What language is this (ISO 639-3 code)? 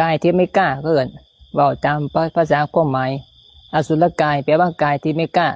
lao